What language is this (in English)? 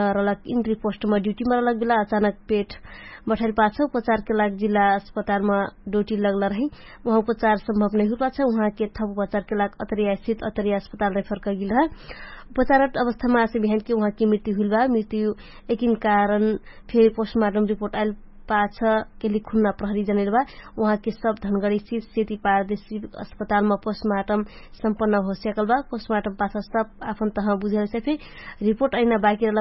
Dangaura Tharu